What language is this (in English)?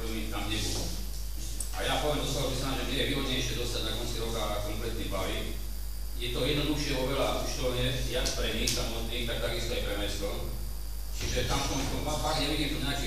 Slovak